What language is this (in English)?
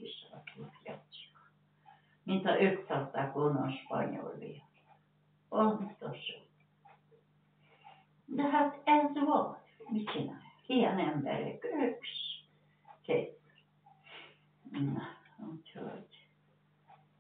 Hungarian